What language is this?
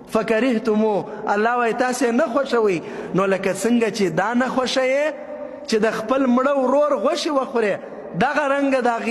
Pashto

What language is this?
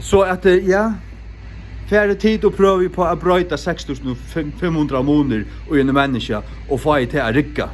Faroese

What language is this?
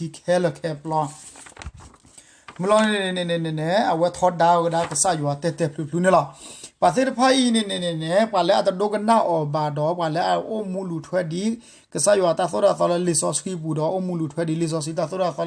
S'gaw Karen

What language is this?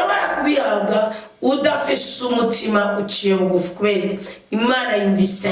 Rundi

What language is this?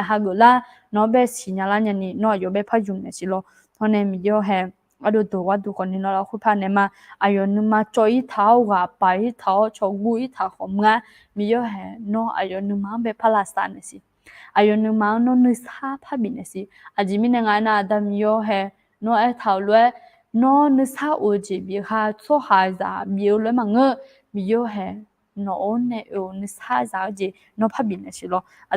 Akha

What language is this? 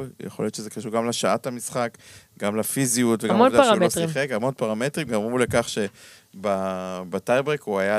Hebrew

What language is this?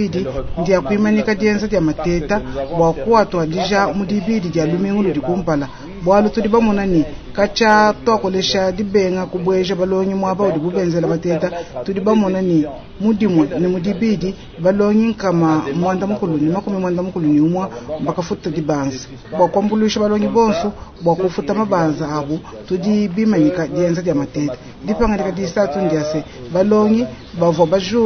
Luba-Lulua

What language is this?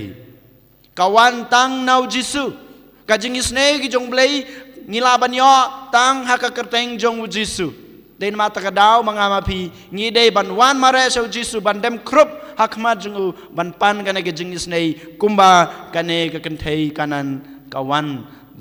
Khasi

